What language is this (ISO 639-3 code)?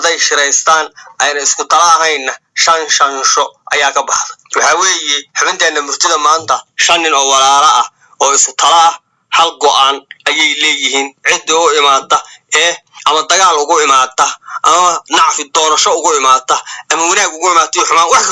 som